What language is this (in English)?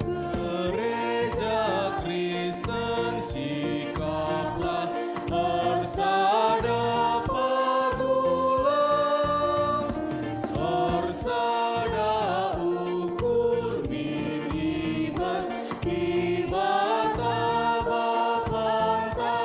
Batak Karo